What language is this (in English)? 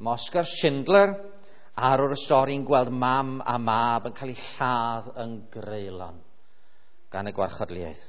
Welsh